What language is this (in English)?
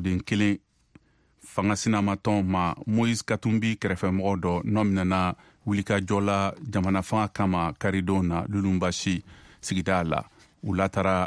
Bambara